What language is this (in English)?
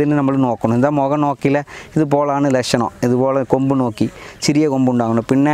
Malayalam